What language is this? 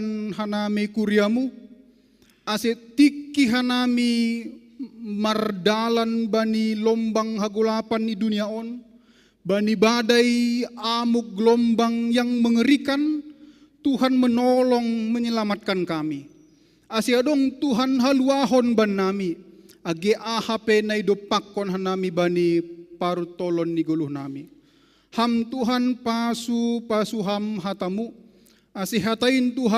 Batak Simalungun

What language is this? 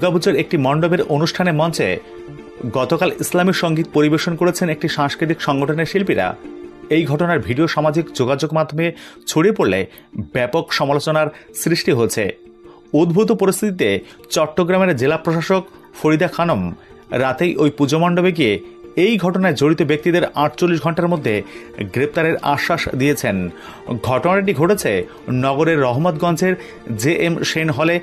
Bangla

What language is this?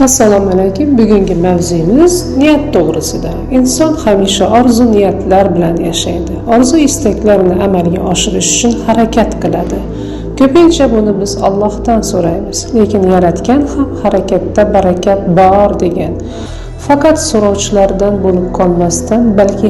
Uzbek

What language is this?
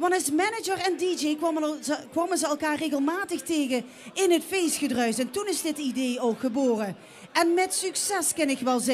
Limburgish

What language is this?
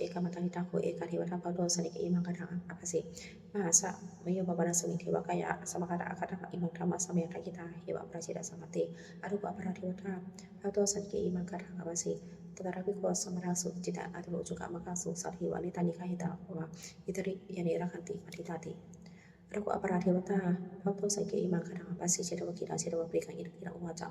Pali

